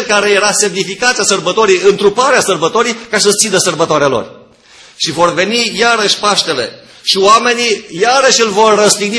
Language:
Romanian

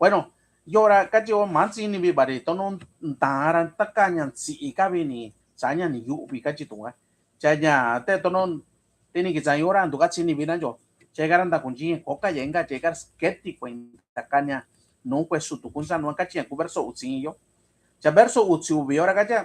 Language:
Mixtepec Mixtec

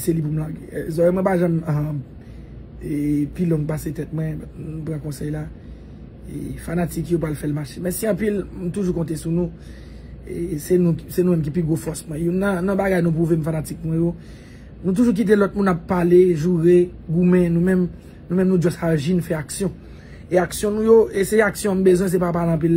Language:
Haitian Creole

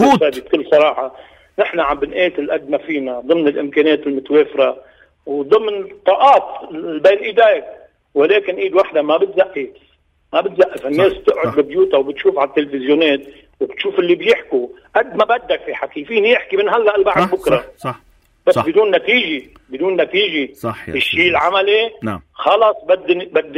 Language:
North Levantine Arabic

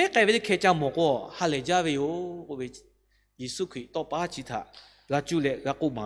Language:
Lahu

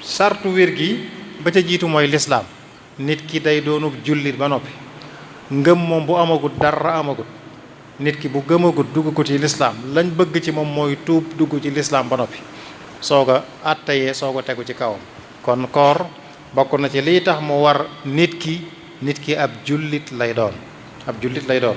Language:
Wolof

